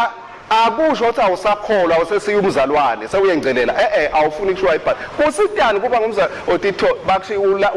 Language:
Swati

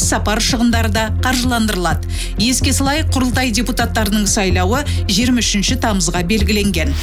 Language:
Kazakh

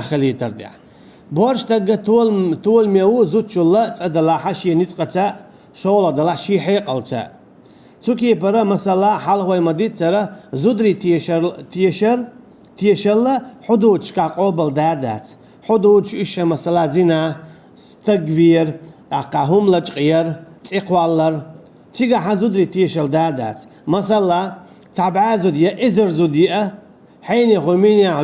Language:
Chechen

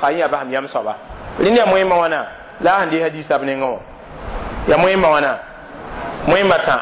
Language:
Mossi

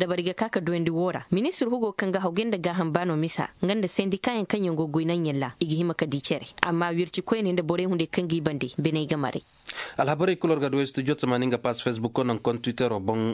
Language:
Koyraboro Senni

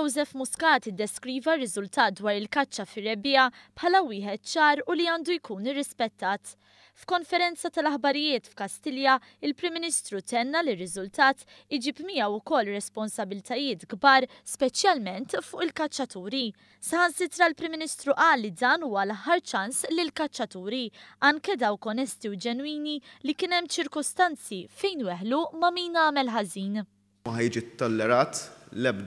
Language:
Maltese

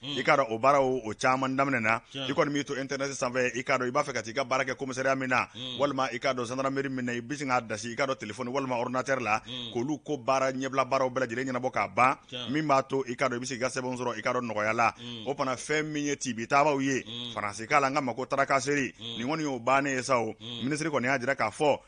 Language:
Bambara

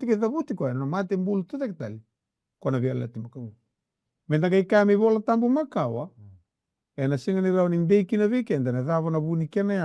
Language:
Fijian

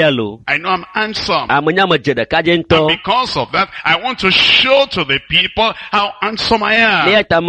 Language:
Ewe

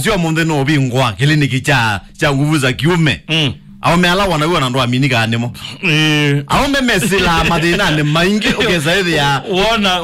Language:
Kamba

